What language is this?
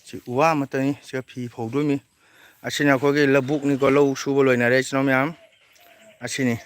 Manipuri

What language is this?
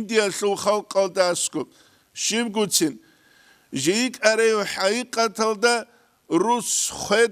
Avaric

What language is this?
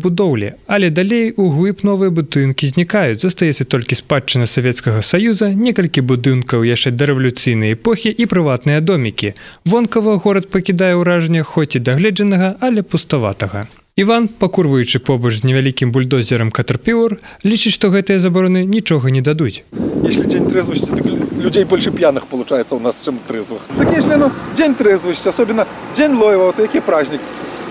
Belarusian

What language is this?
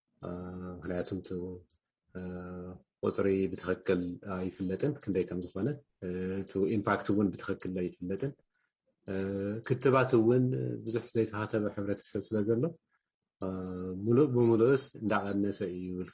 Tigrinya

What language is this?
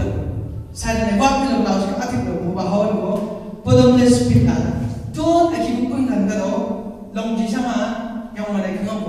Chang Naga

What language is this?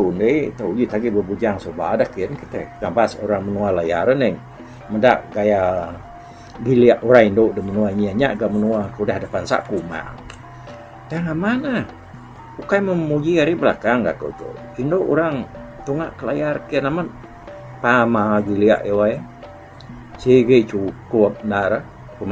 Iban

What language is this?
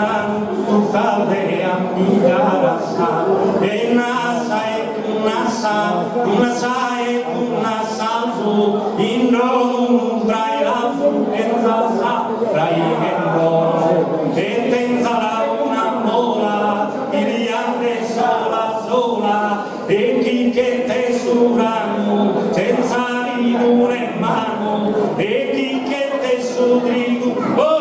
Sardinian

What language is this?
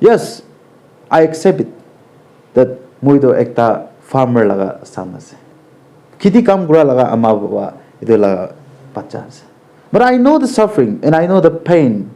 Naga Pidgin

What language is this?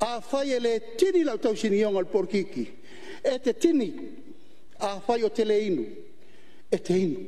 Samoan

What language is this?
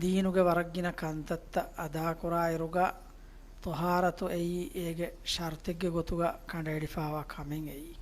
Divehi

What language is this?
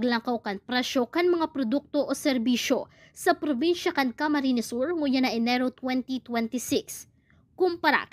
Bikol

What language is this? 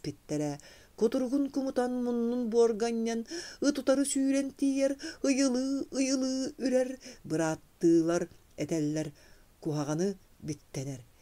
Yakut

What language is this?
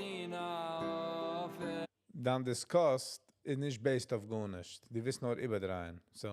Yiddish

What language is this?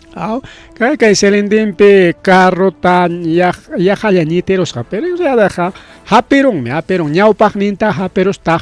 Ayacucho Quechua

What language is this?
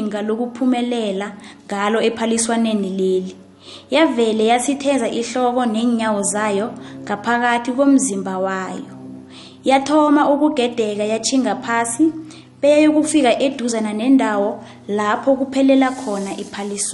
South Ndebele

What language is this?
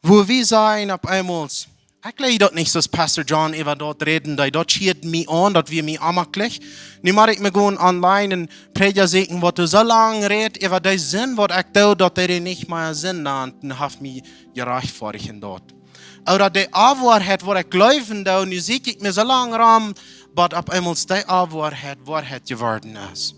Plautdietsch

